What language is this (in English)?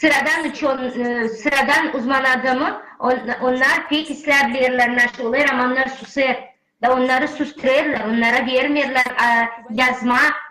Gagauz